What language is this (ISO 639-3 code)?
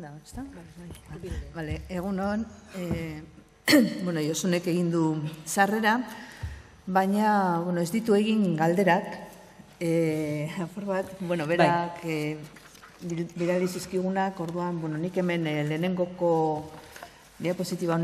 eus